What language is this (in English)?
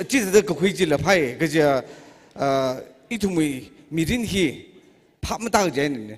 Tangkhul Naga (India)